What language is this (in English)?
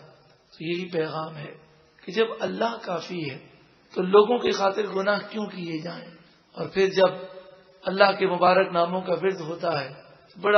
Urdu